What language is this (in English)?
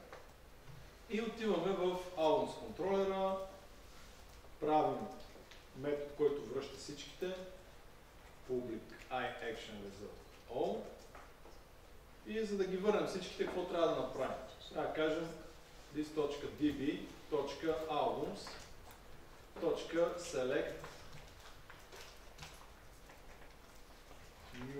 Bulgarian